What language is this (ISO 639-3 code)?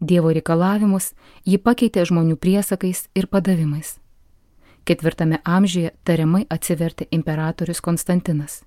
lit